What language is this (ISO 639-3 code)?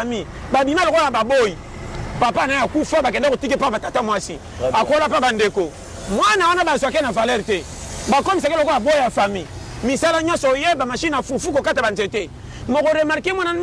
lin